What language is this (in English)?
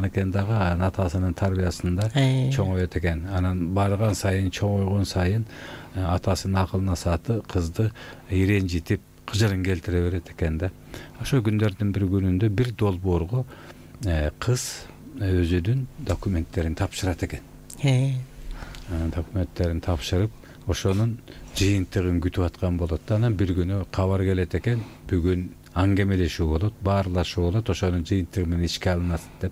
Kyrgyz